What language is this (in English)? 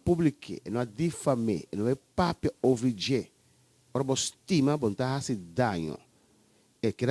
Papiamento